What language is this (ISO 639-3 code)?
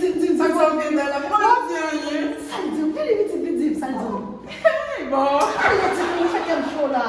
hat